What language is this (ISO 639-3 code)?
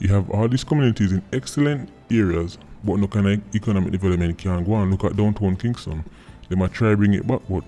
jam